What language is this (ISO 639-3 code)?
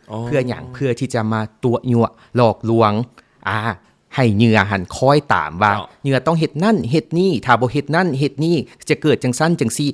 lao